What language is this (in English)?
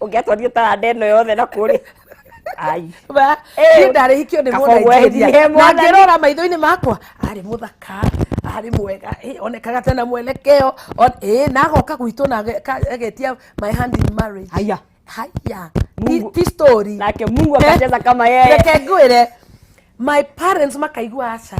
Kikuyu